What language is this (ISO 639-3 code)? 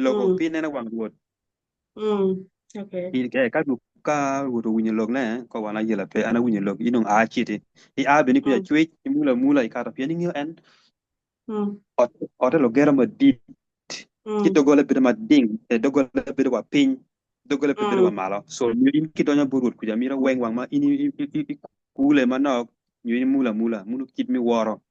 ach